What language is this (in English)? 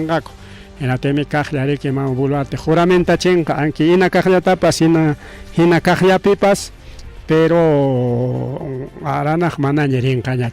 Ayacucho Quechua